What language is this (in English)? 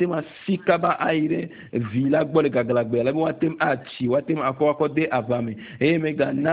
Ewe